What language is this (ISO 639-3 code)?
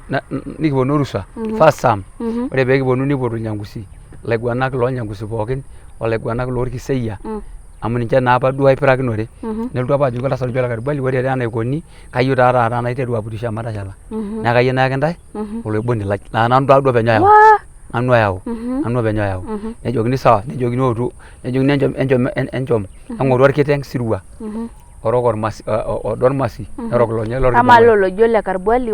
mas